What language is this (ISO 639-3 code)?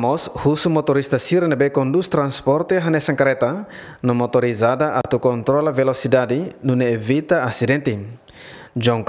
tet